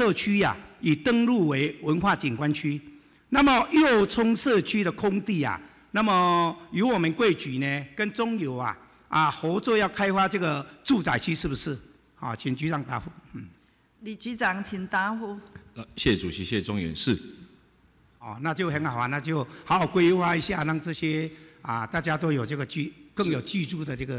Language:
Chinese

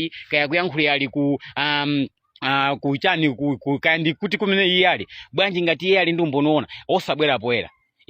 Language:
Nyanja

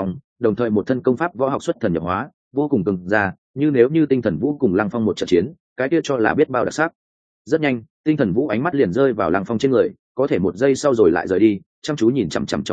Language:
Vietnamese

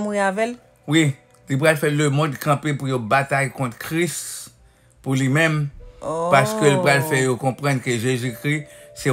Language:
Haitian Creole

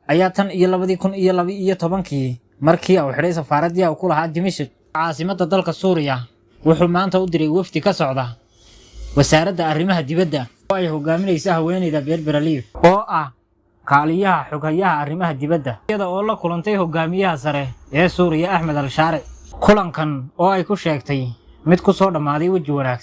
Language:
Somali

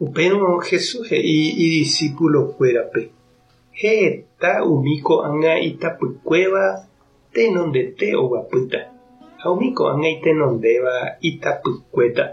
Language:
Guarani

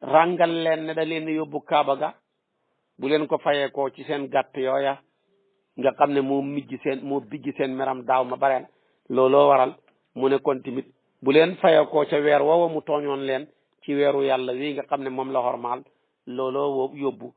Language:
Wolof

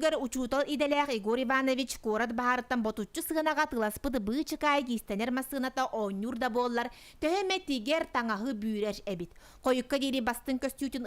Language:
Yakut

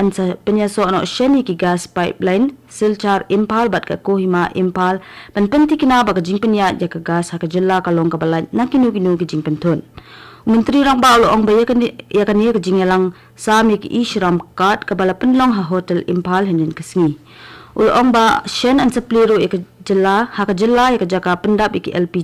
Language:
Khasi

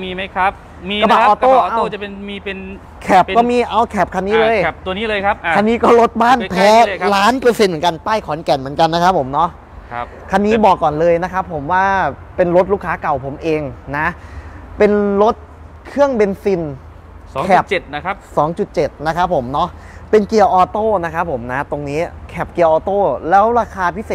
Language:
Thai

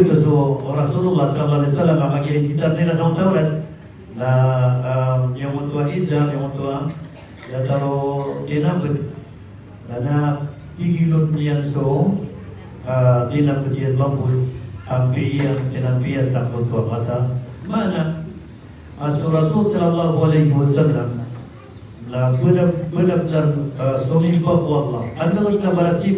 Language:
Maranao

